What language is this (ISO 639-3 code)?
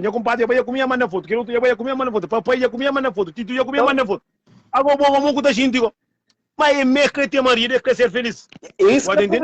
kea